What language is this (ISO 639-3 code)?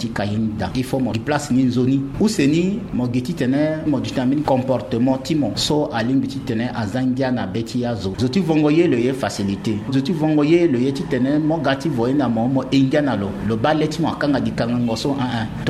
sag